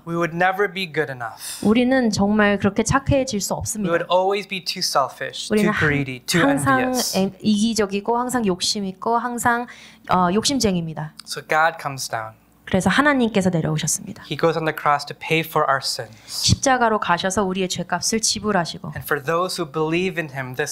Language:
Korean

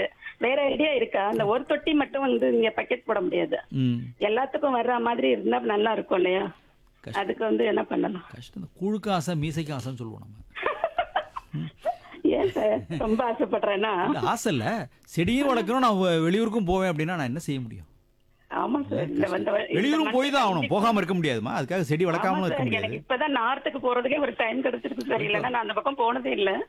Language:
Tamil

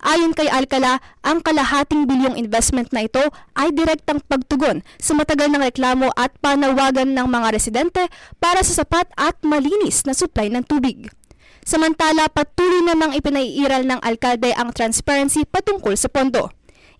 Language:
Filipino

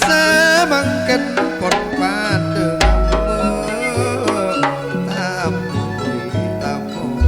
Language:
Madurese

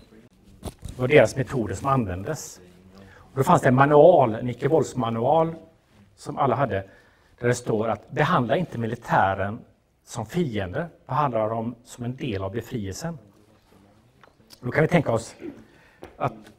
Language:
Swedish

